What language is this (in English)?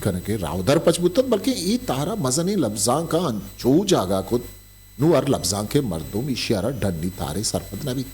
Eastern Balochi